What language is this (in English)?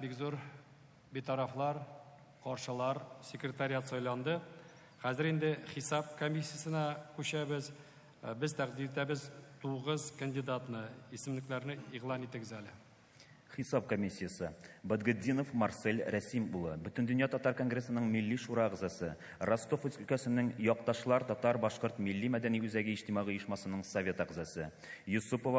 Tatar